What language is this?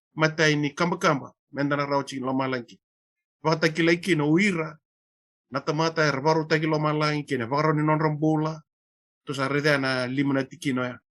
Fijian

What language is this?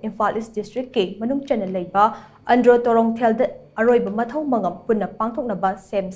Manipuri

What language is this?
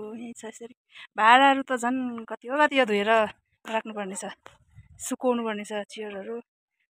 Nepali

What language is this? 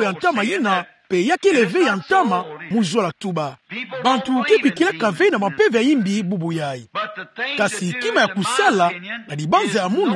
Kituba (Democratic Republic of Congo)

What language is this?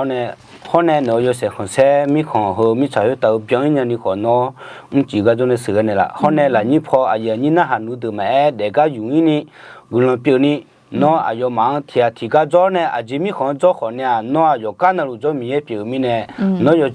Akha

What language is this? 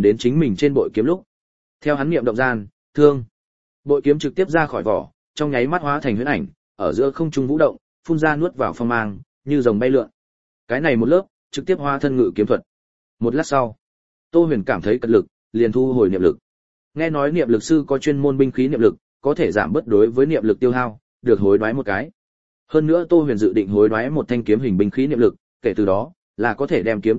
Vietnamese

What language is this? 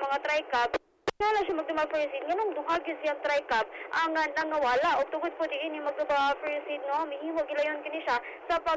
Cebuano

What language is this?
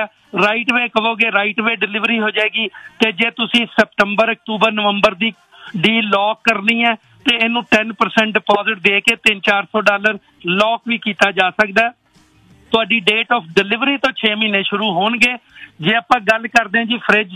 Punjabi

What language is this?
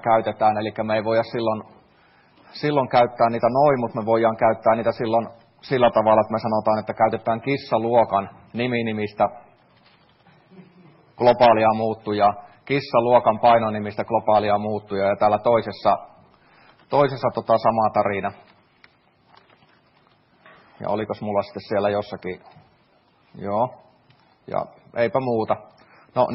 Finnish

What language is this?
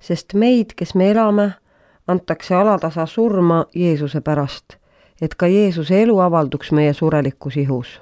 Estonian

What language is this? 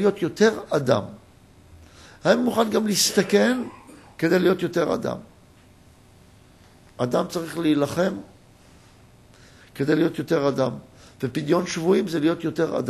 Hebrew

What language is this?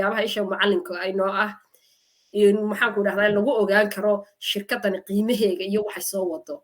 Somali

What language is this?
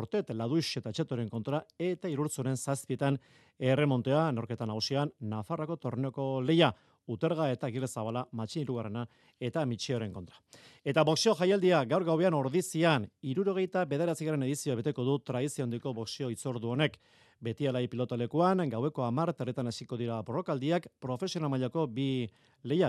Basque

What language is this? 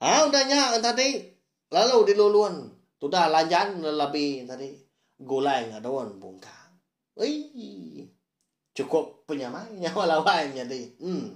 Iban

